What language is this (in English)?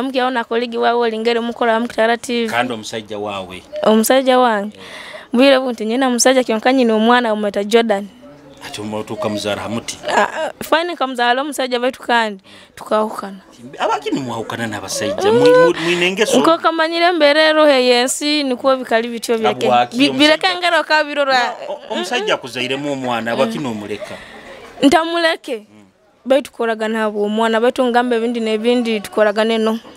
Nyoro